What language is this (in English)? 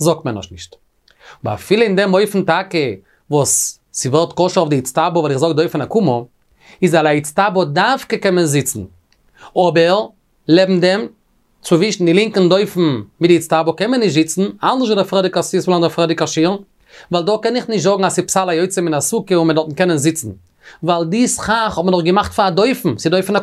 Yiddish